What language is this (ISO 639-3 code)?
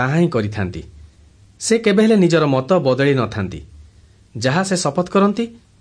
ori